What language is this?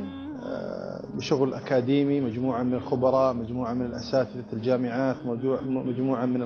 Arabic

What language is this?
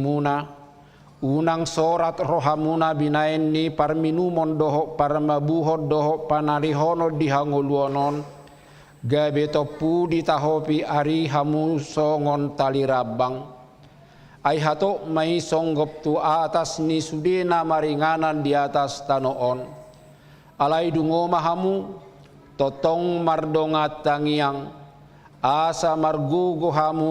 Batak Toba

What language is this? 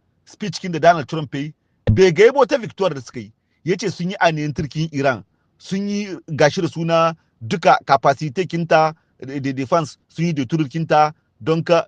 Hausa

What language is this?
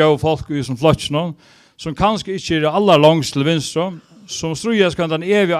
Faroese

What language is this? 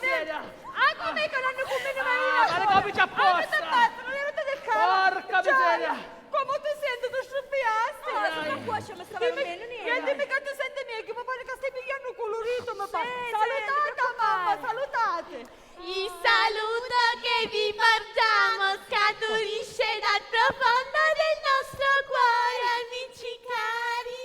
Sicilian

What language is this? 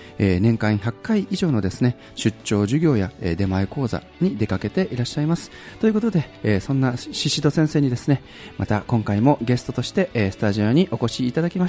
Japanese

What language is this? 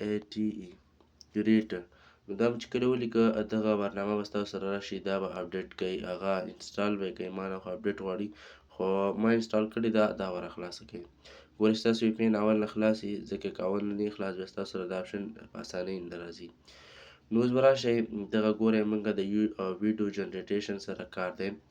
Pashto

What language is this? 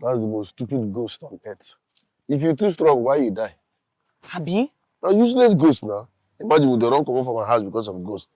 Nigerian Pidgin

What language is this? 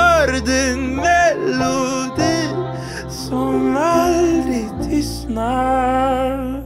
Swedish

